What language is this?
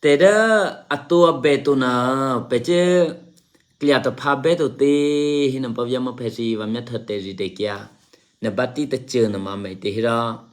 Eastern Kayah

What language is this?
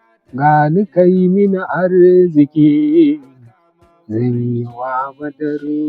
Hausa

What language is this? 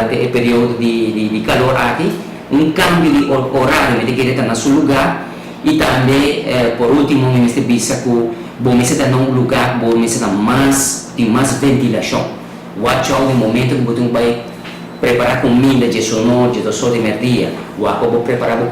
Papiamento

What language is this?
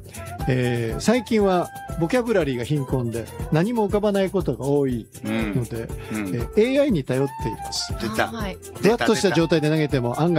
Japanese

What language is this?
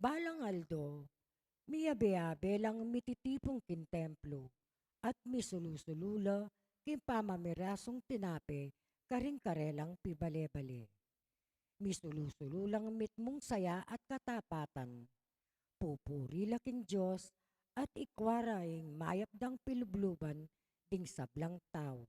Pampanga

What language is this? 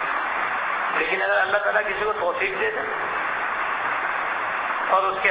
Urdu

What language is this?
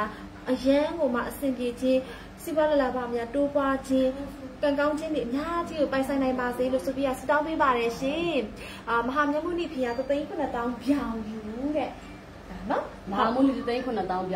Burmese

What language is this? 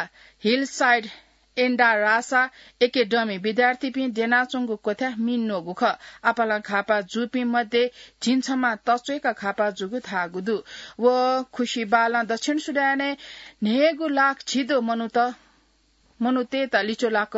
Newari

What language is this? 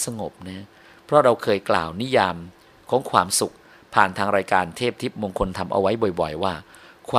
Thai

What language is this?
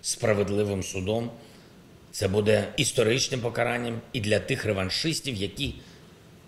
Ukrainian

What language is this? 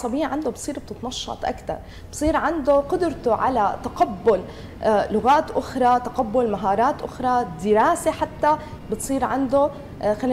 North Levantine Arabic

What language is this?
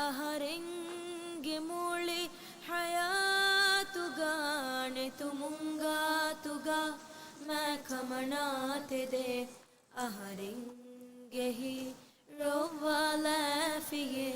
Divehi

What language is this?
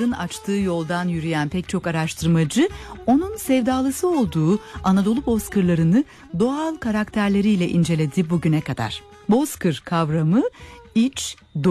Turkish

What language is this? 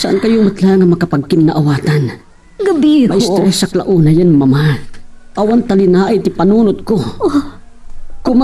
Iloko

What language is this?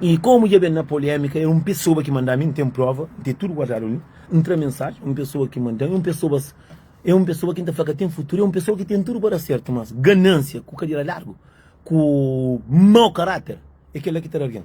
Kabuverdianu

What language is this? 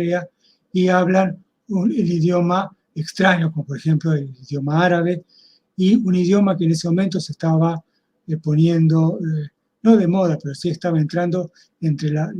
Ladino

